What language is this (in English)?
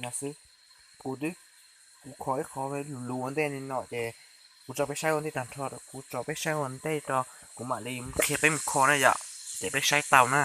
Hmong